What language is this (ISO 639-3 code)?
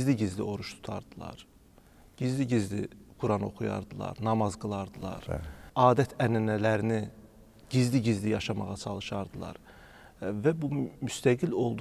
aze